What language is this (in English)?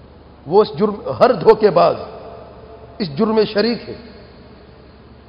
Urdu